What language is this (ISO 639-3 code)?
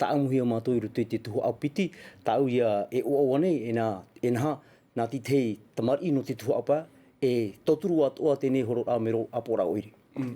tah